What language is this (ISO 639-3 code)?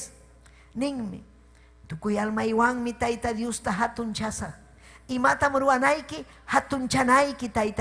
quy